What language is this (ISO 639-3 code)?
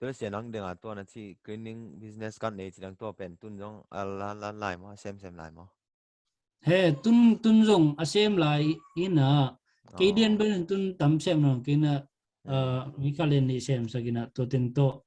ctd